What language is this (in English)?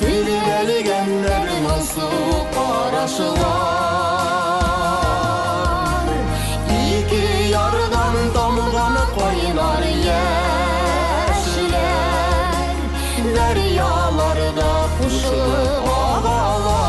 Tatar